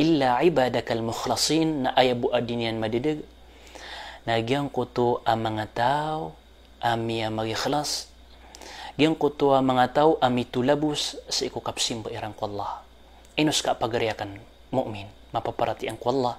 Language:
Maranao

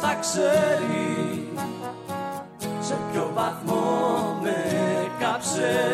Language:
Greek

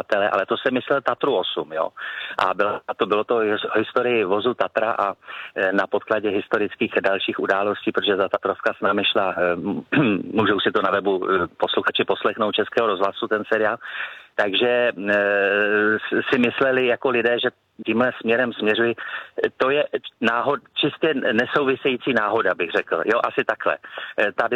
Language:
Czech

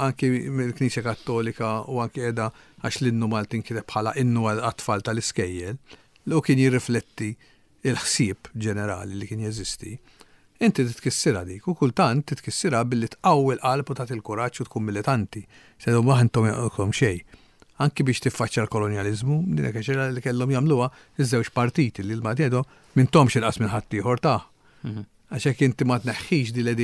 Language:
Maltese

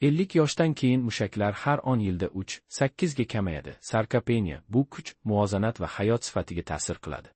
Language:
Uzbek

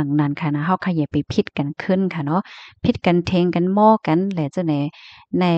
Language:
Shan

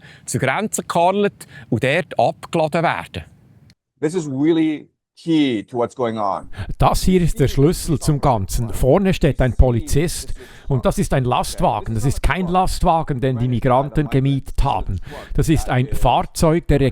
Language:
Swiss German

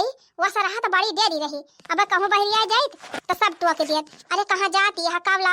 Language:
Awadhi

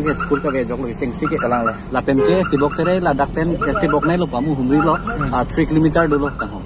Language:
Karbi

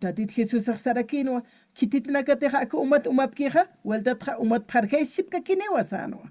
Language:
Aymara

